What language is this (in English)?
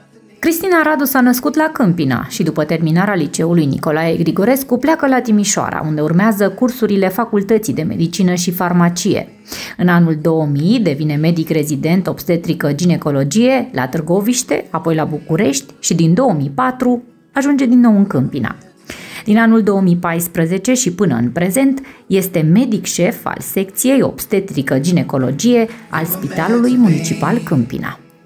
Romanian